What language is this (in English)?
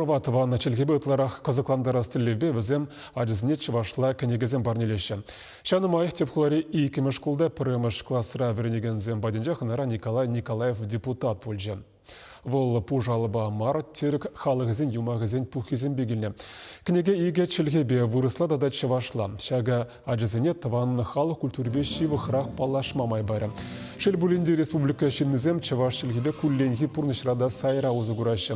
Chuvash